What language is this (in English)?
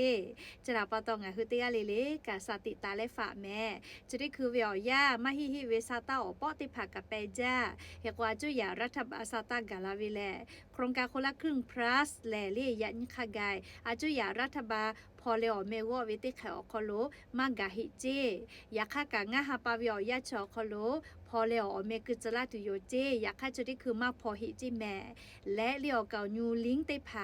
Lahu